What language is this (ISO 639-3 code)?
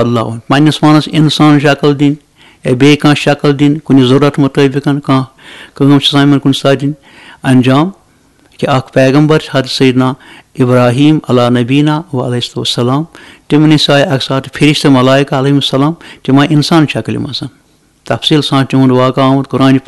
kas